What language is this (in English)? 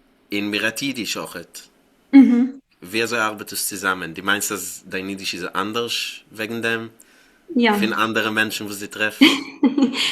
Yiddish